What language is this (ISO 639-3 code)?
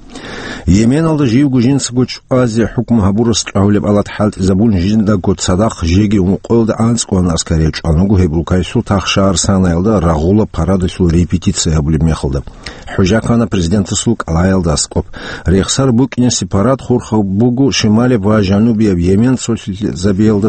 ava